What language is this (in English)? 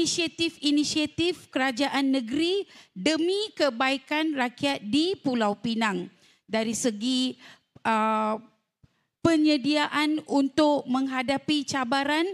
Malay